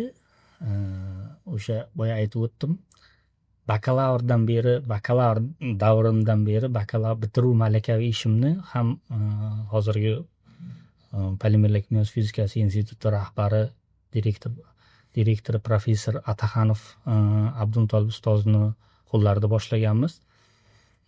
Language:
Uzbek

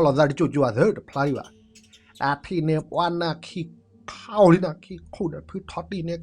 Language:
S'gaw Karen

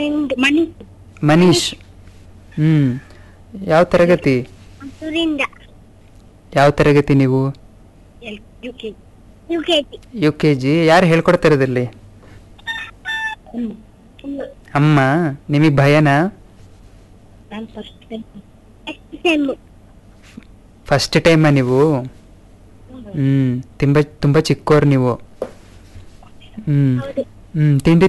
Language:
Kannada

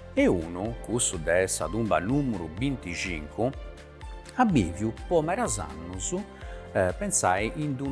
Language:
Sardinian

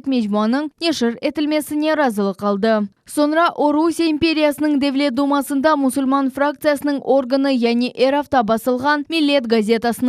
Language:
Crimean Tatar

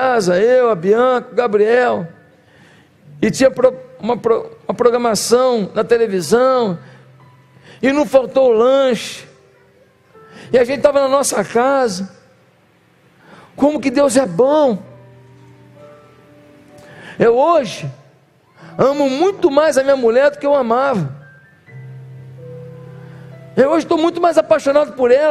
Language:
Portuguese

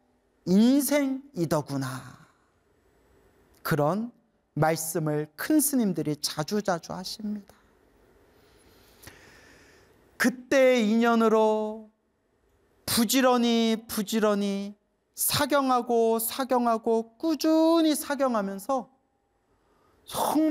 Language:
Korean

